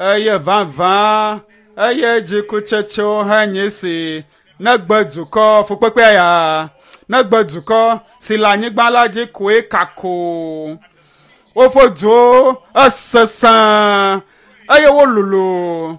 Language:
Ewe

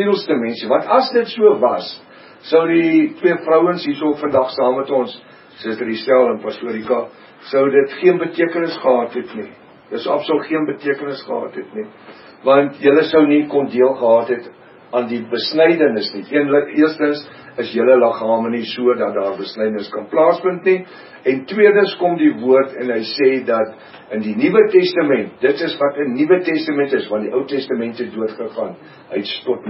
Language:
Afrikaans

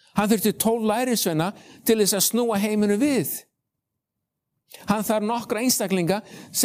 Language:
Icelandic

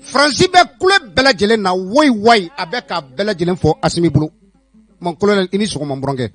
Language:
Bambara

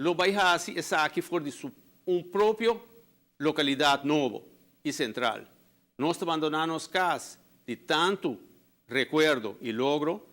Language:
Papiamento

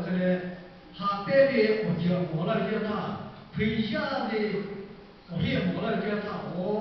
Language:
Lahu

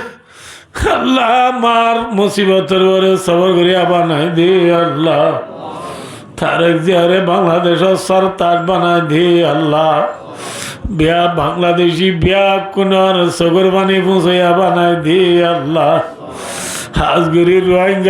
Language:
Rohingya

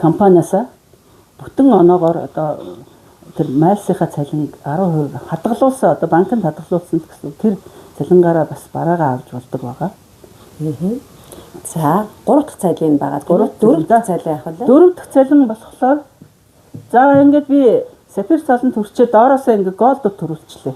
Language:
Mongolian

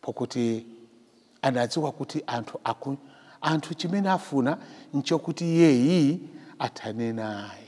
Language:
Nyanja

